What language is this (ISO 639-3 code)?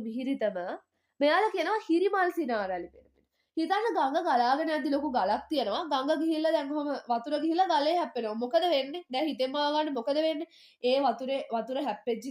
sin